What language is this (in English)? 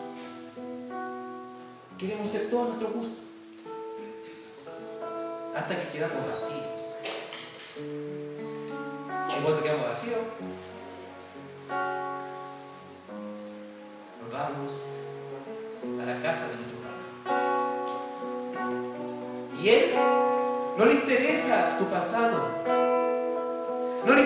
Spanish